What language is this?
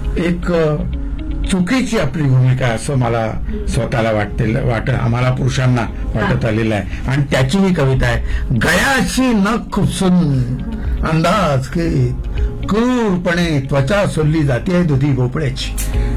Marathi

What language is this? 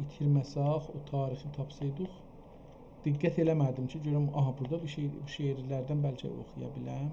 South Azerbaijani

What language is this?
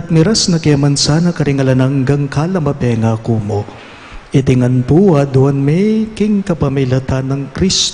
Pampanga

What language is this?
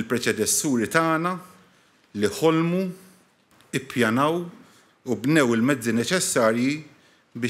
Maltese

